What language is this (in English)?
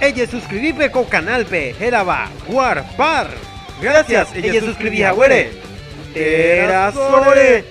Guarani